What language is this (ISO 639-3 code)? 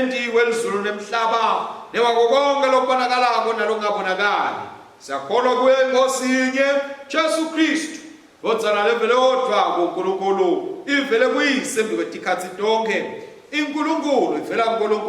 ssw